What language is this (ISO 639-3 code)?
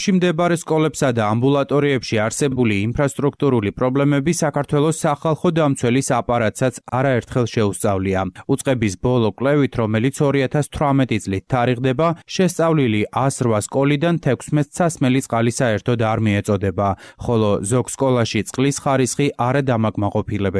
kat